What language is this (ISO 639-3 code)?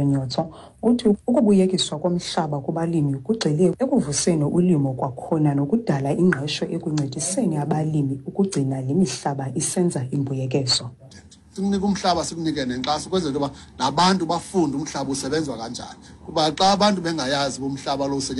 xho